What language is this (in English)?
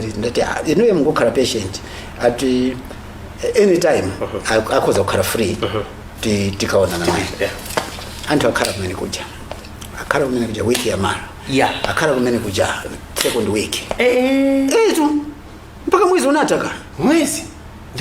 Nyanja